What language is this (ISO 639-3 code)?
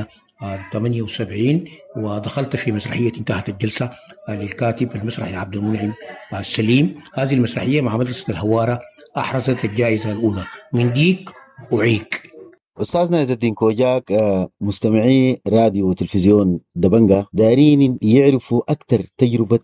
apd